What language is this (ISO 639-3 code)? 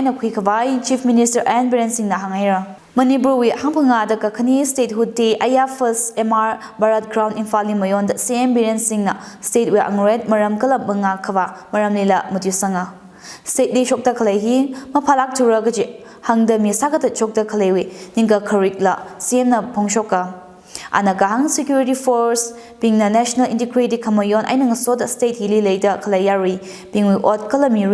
nmf